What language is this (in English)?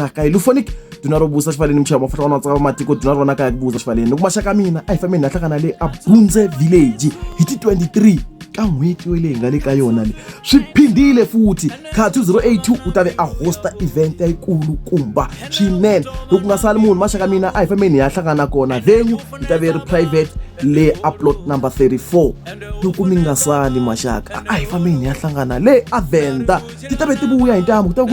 Tsonga